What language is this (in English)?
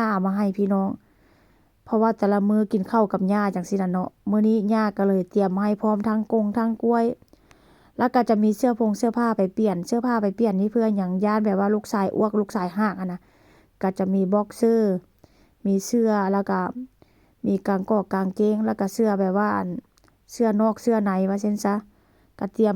Northeastern Thai